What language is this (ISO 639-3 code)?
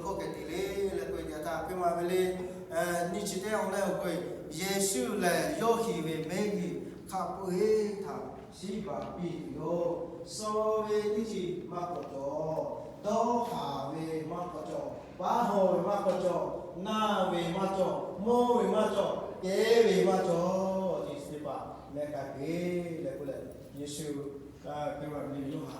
lhu